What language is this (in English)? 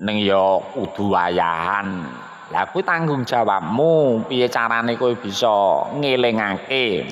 Javanese